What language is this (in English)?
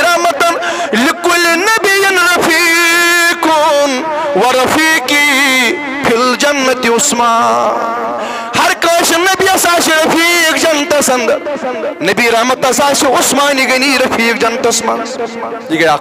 Kashmiri